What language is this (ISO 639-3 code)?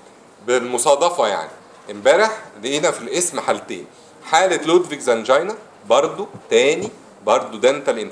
arz